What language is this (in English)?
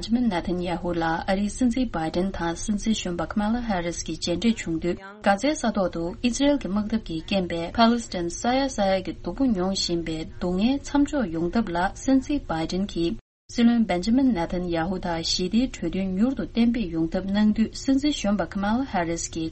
Tibetan